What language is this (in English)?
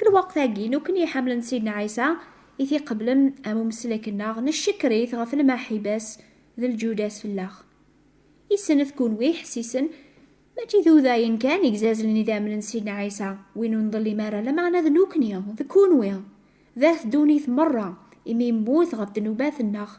Kabyle